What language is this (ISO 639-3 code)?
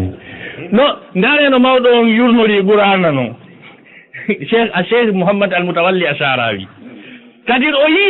ful